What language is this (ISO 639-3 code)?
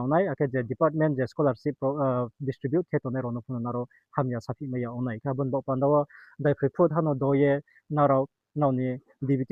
ria